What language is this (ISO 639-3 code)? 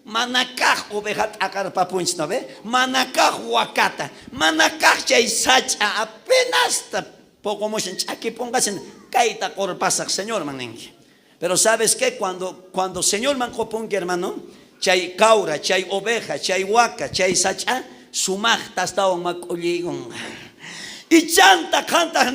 quh